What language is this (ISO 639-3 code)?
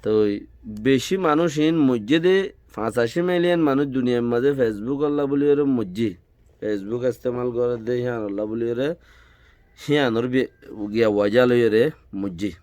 rhg